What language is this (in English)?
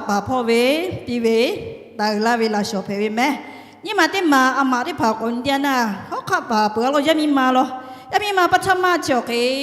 Lahu